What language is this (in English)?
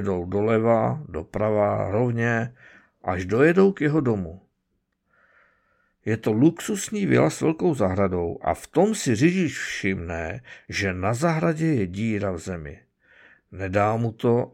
Czech